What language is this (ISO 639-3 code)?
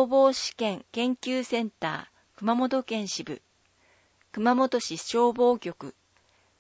jpn